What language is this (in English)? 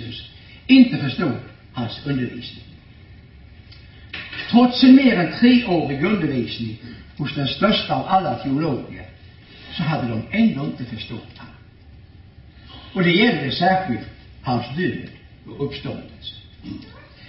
Swedish